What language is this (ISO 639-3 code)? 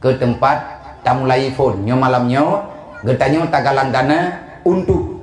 ace